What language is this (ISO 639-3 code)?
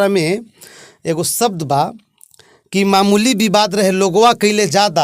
bho